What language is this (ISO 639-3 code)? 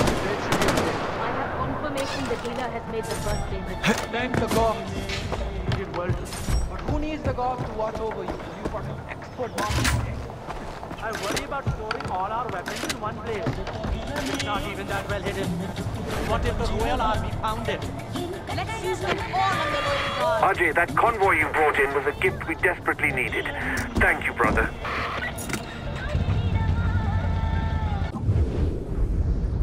eng